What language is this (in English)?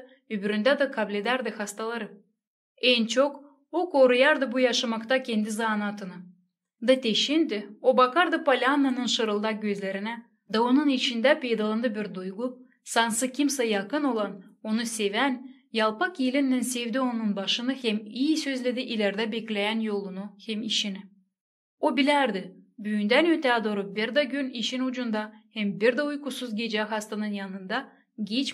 Gagauz